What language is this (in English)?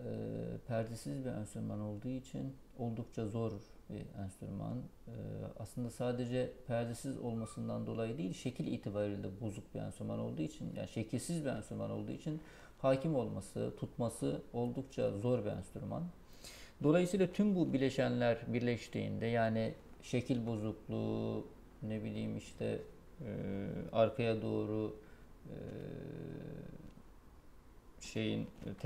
Turkish